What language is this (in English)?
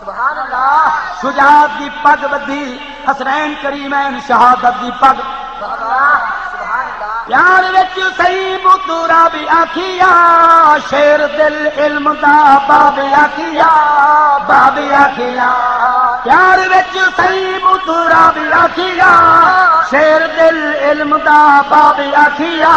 Saraiki